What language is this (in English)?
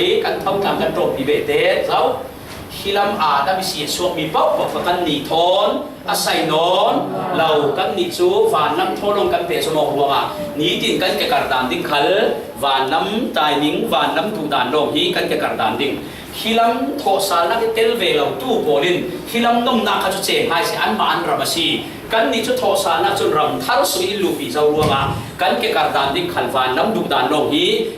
Falam Chin